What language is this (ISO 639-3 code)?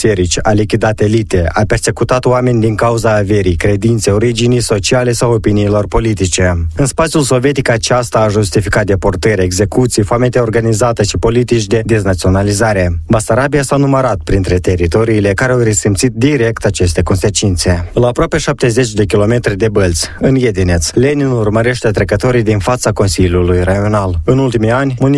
ron